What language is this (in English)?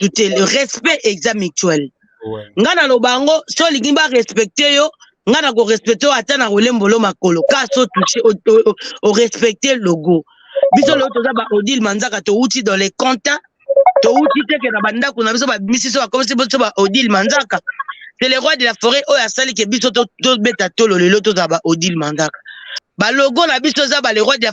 Lingala